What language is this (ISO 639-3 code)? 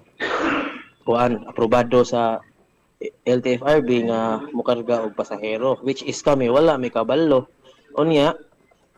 ceb